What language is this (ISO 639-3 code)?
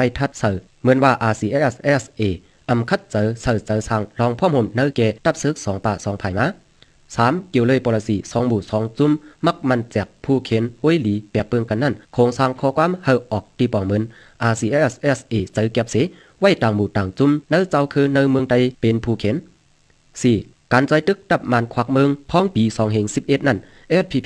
shn